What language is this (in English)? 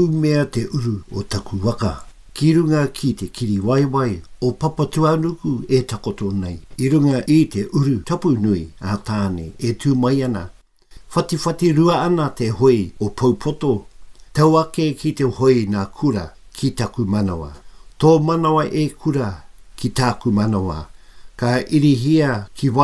Māori